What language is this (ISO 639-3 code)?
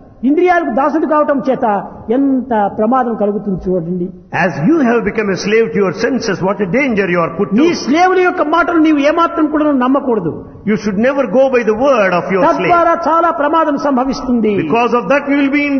tel